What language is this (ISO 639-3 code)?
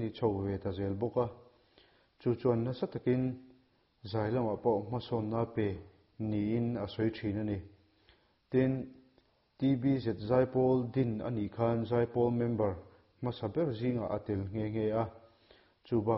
lus